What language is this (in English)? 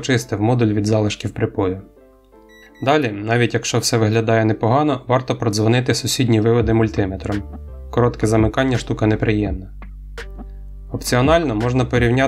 Ukrainian